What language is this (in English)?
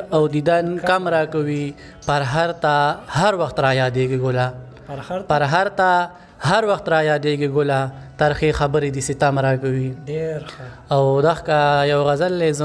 Pashto